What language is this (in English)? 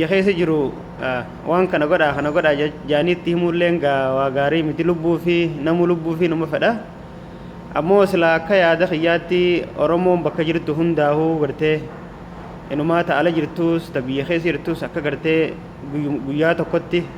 Oromo